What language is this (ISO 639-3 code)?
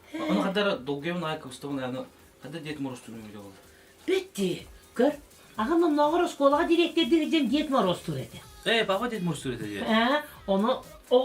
sah